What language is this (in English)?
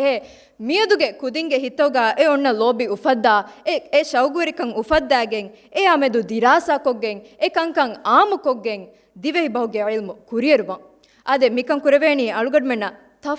Divehi